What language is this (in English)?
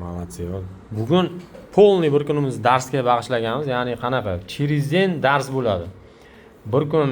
Uzbek